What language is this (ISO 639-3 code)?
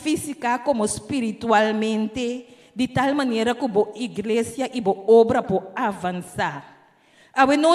pap